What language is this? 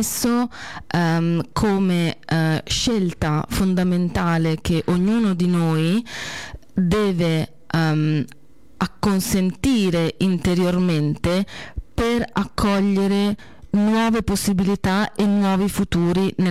Italian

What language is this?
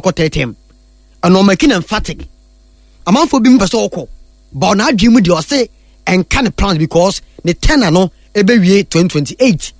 Akan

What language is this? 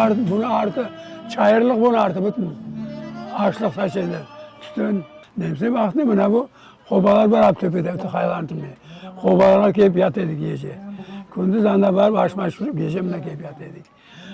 Crimean Tatar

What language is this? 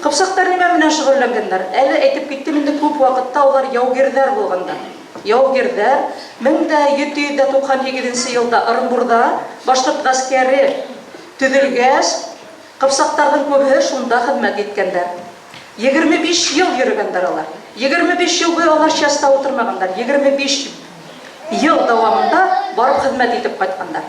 Bashkir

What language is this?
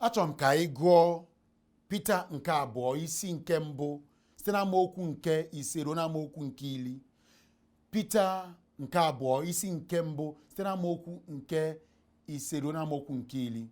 Igbo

